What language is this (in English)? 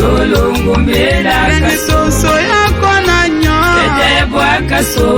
Tetela